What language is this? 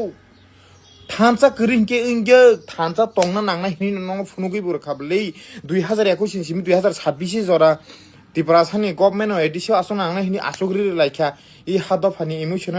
Kok Borok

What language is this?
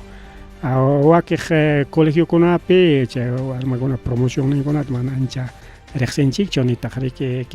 Ayacucho Quechua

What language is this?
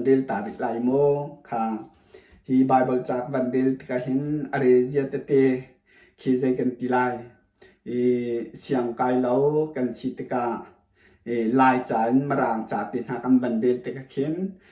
Hakha Chin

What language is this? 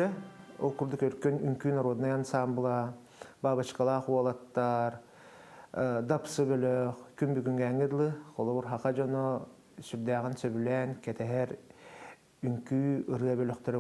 Yakut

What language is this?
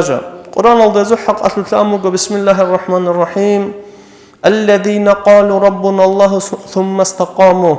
Avaric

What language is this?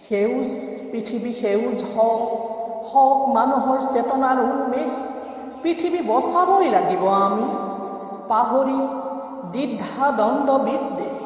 Assamese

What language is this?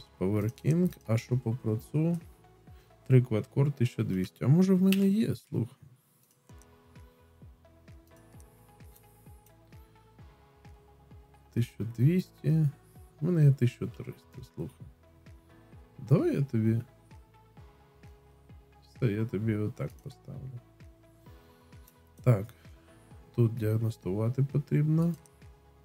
Ukrainian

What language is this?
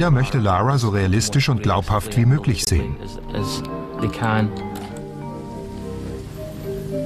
German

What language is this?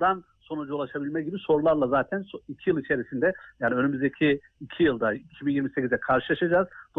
Turkish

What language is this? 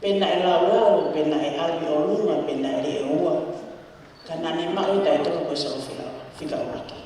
Tongan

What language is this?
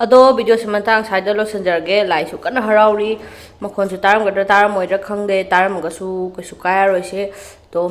Manipuri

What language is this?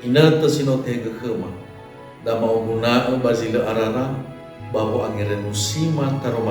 Nias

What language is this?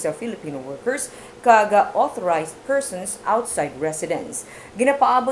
Hiligaynon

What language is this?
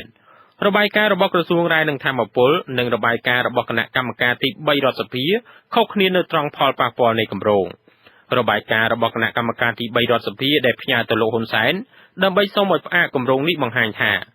Khmer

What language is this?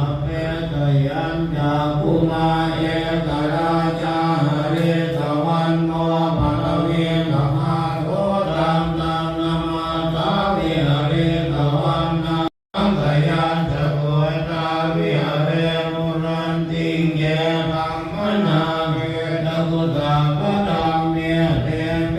Pali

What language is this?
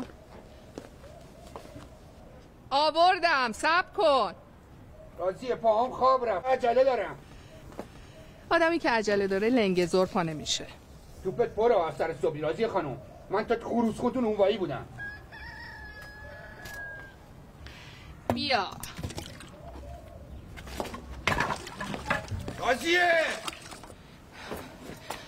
Persian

